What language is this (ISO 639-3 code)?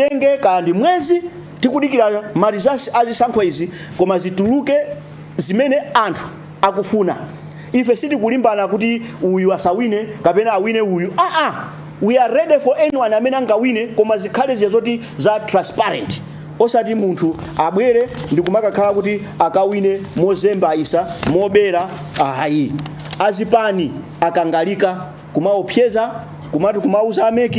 nya